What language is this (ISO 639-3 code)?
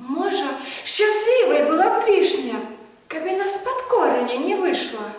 bel